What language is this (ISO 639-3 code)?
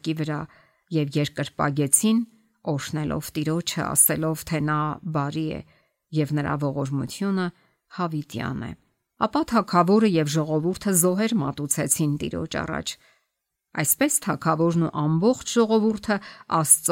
hye